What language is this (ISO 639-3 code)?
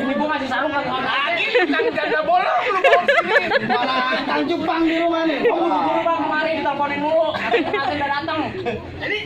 bew